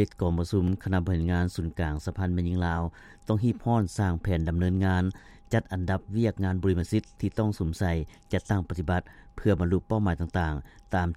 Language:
Lao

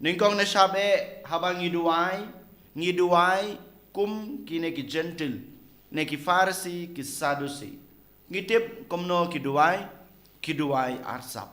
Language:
Khasi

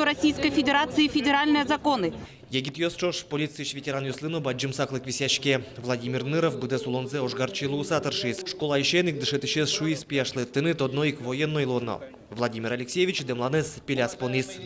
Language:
Udmurt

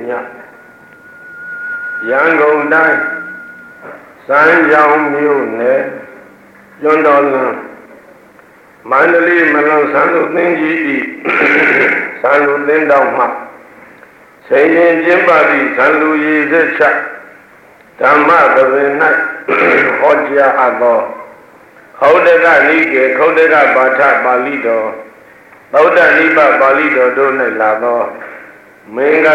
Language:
Burmese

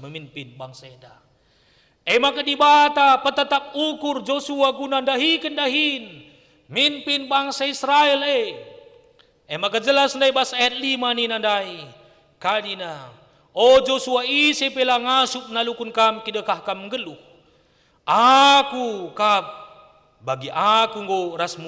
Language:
Batak Karo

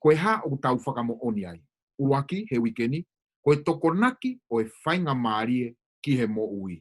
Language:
Tongan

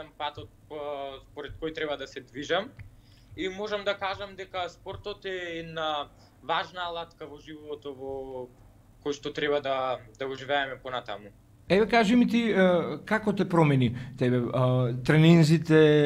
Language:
Macedonian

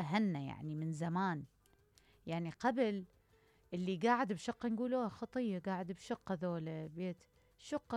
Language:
Mesopotamian Arabic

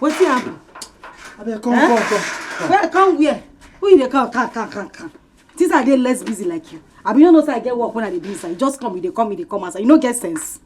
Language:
Nigerian Pidgin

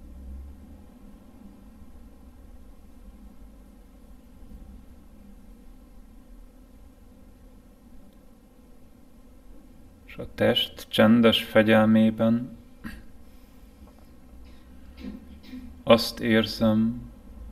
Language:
Hungarian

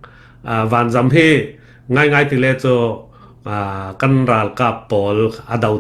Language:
Falam Chin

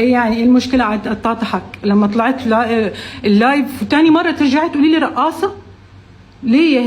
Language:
Egyptian Arabic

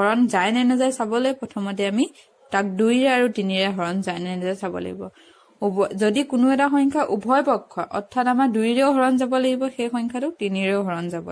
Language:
Assamese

